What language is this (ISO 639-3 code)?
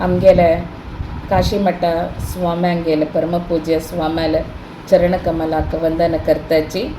kok